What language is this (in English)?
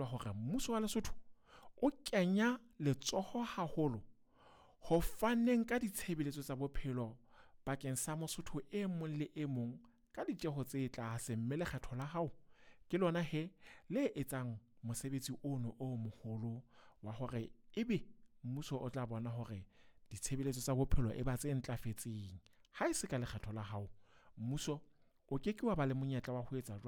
Southern Sotho